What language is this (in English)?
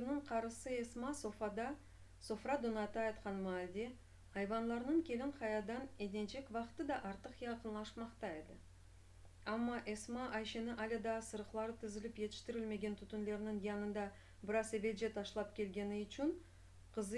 Crimean Tatar